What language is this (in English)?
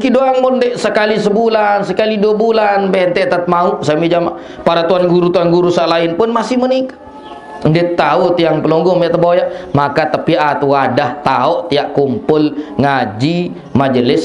Sasak